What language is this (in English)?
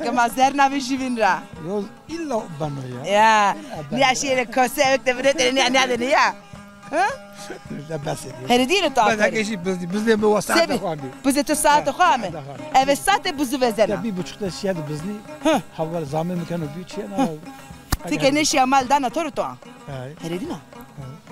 Zaza